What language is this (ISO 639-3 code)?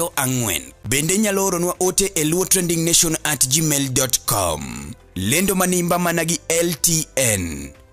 luo